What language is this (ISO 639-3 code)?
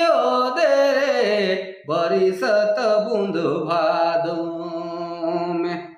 sck